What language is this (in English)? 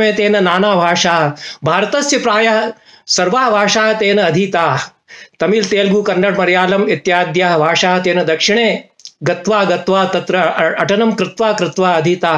Sanskrit